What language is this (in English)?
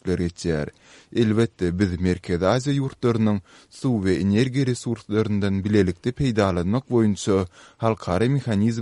Kyrgyz